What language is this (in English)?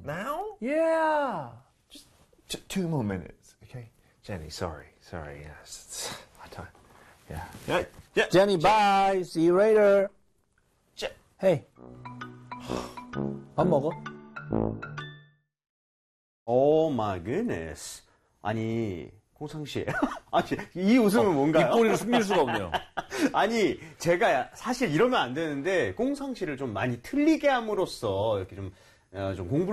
Korean